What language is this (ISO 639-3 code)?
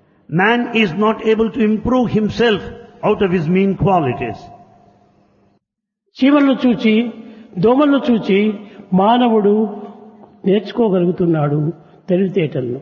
tel